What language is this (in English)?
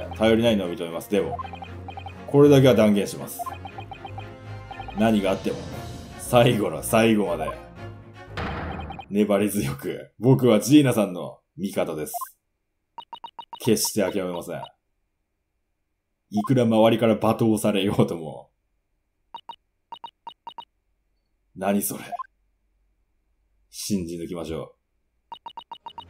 Japanese